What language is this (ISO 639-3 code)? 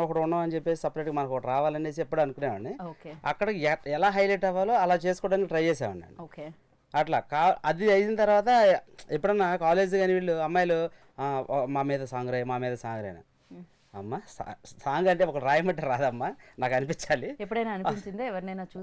tel